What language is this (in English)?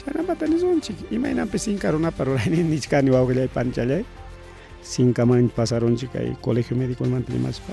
Ayacucho Quechua